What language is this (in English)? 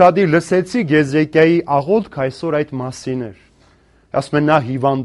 Armenian